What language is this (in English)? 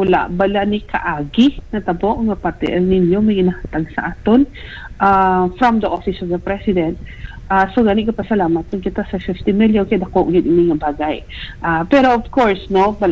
Hiligaynon